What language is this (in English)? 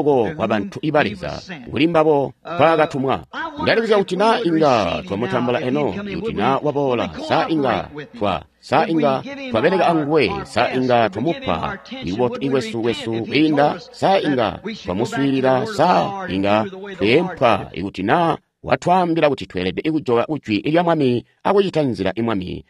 Tonga (Zambia)